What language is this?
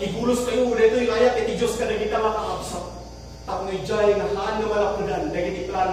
Iloko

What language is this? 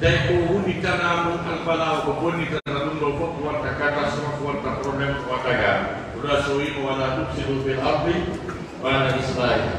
Fula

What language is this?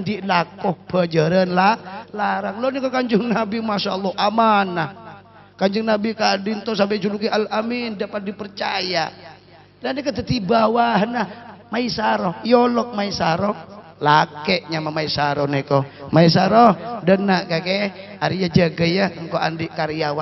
Madurese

